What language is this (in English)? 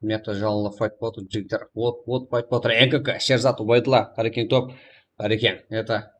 Kara-Kalpak